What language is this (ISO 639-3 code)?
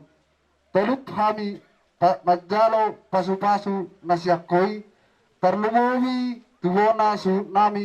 bbc